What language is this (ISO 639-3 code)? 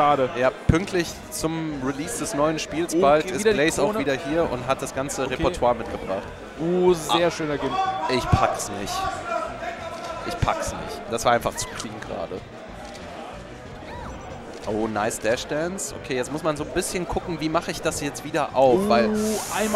deu